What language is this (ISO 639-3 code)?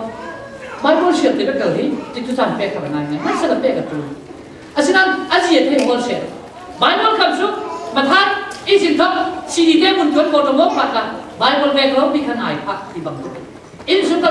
cfm